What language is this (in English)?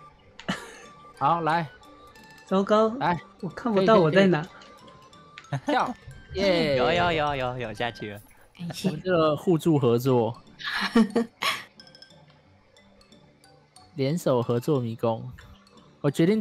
Chinese